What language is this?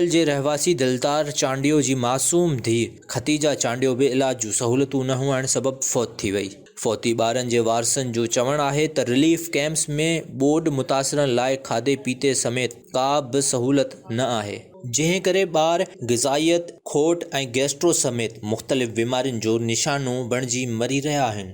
Sindhi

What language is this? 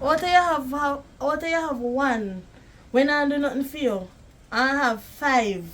Jamaican Creole English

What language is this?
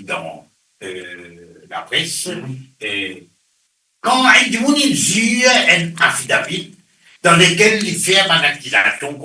Morisyen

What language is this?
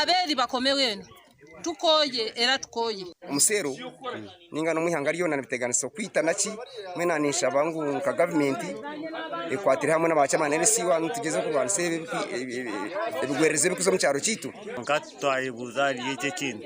Nyankole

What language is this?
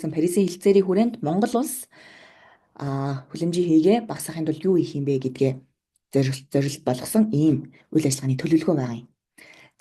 Mongolian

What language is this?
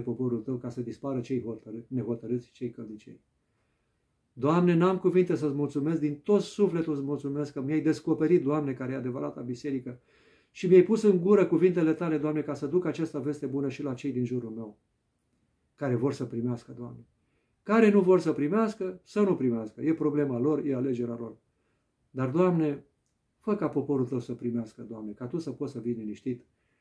Romanian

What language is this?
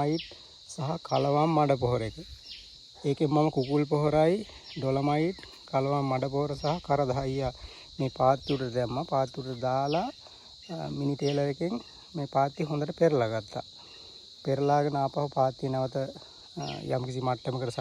Sinhala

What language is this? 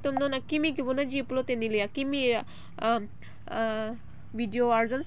Karbi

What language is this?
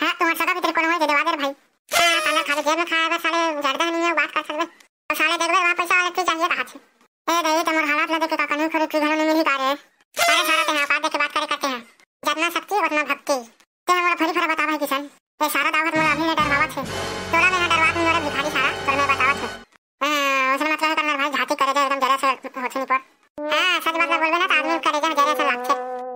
Chhattisgarhi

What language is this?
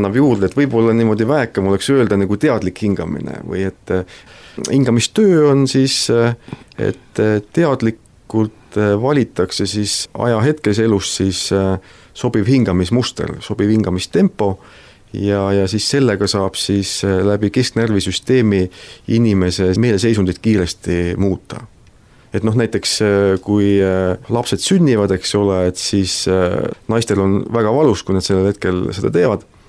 Estonian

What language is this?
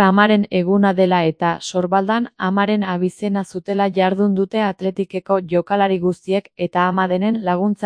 Basque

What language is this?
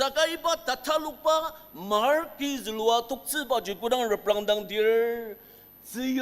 Ao Naga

